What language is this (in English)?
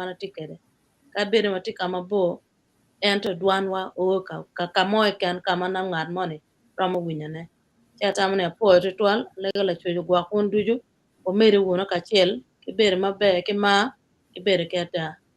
Acoli